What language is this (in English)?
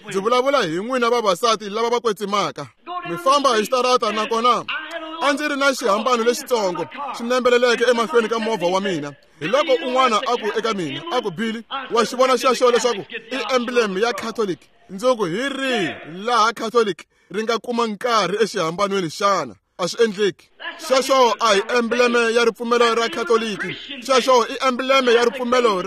Tsonga